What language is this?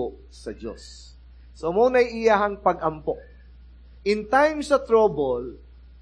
Cebuano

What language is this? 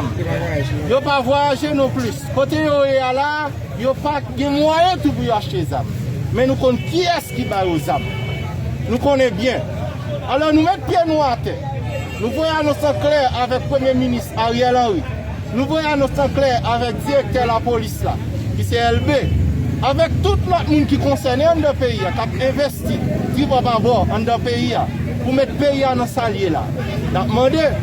Haitian Creole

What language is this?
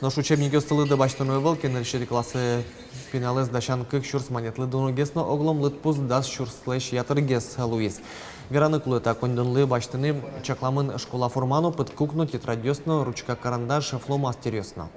Udmurt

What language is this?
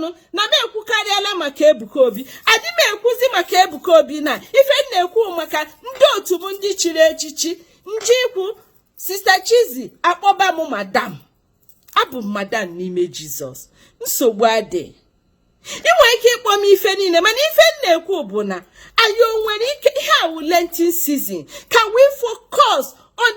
Igbo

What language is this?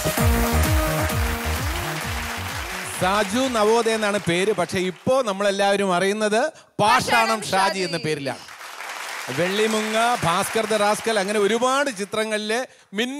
Malayalam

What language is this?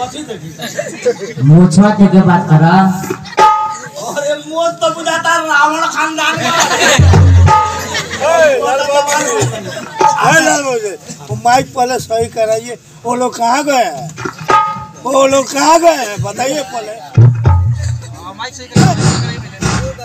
Bhojpuri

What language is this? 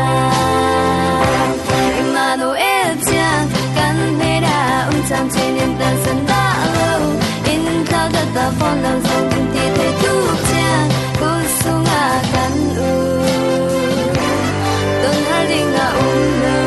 Falam Chin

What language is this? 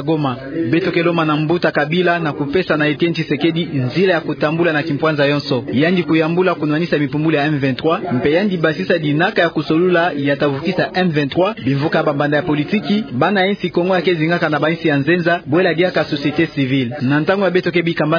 Kituba (Democratic Republic of Congo)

